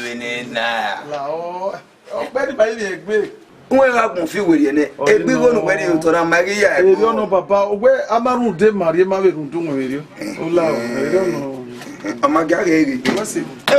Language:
Bini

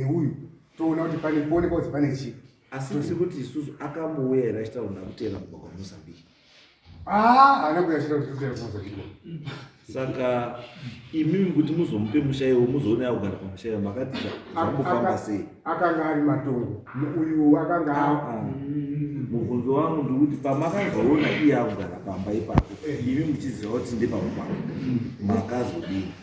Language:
Shona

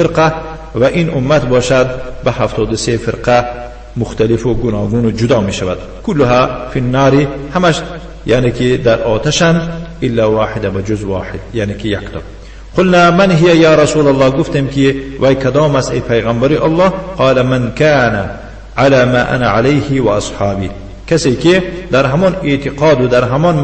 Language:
Tajik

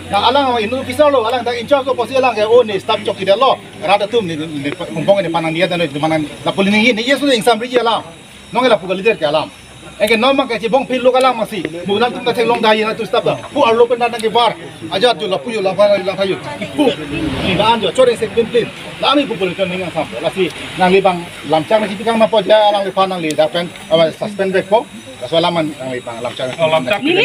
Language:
Karbi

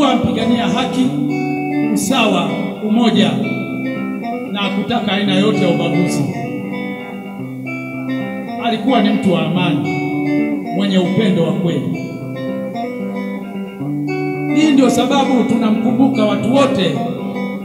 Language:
Swahili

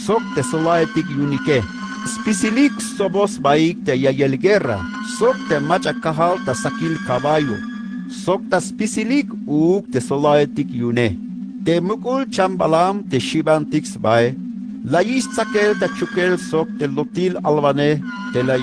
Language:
Tzeltal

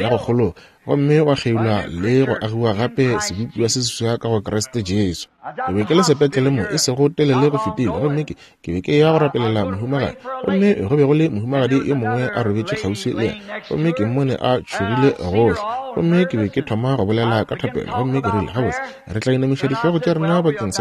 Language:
Northern Sotho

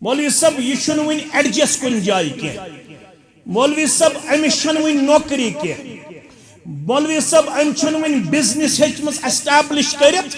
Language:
Kashmiri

